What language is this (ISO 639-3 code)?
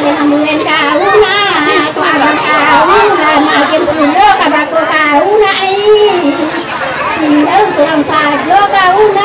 min